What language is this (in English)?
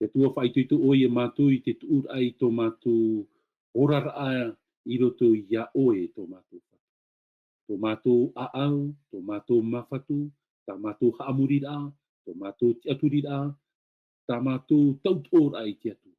Tahitian